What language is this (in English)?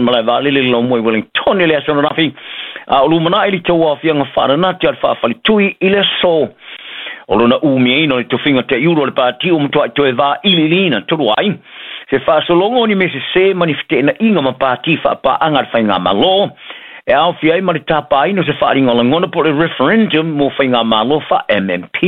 Samoan